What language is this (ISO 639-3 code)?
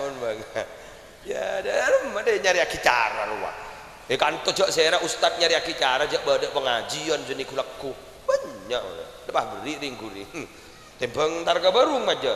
mad